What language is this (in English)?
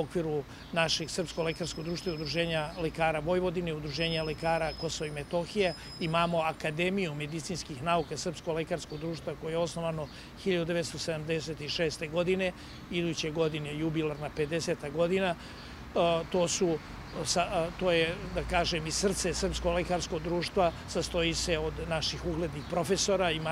Serbian